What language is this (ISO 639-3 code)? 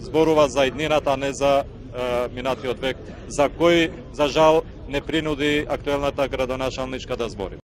mkd